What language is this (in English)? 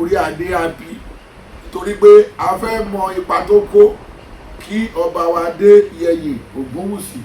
Yoruba